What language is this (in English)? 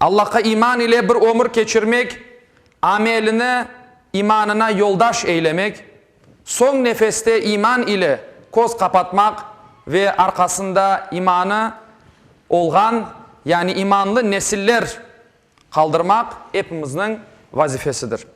Crimean Tatar